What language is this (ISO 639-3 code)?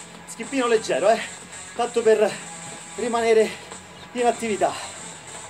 ita